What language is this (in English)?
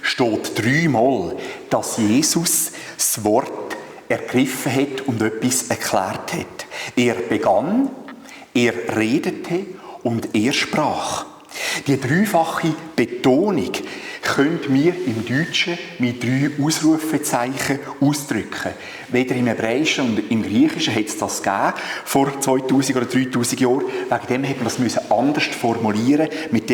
Swiss German